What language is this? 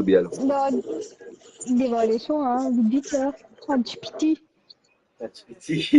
Morisyen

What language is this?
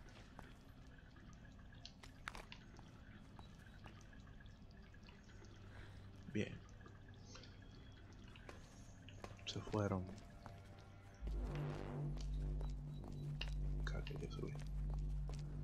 Spanish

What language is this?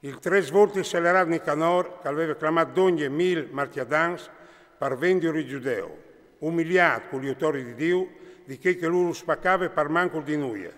Friulian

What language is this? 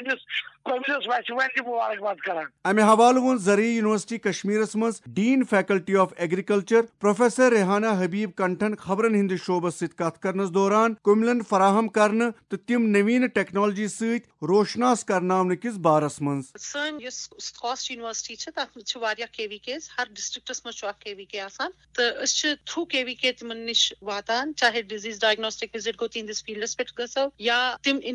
Kashmiri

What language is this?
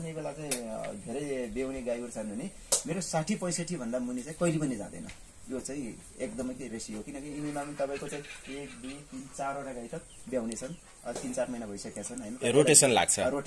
Nepali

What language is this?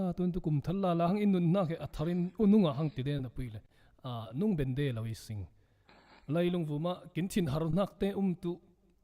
Falam Chin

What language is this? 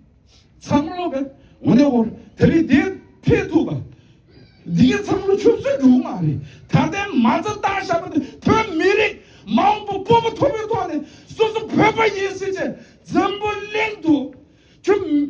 Tibetan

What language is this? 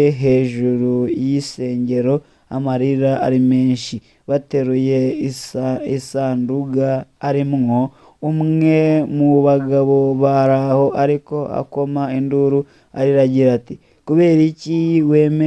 Rundi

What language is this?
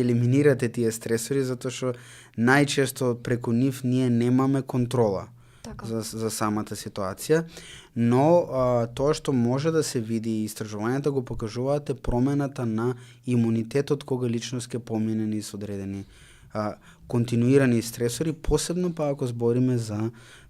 Macedonian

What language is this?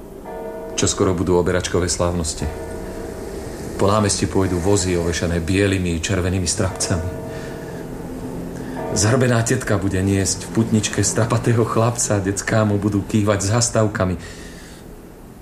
Slovak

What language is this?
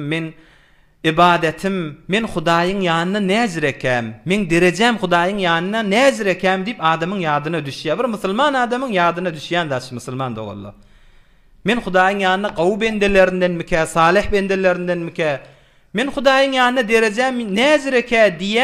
Turkmen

